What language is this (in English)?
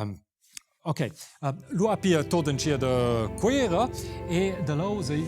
Romansh